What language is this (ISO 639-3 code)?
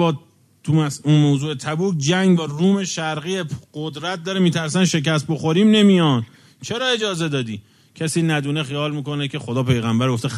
fas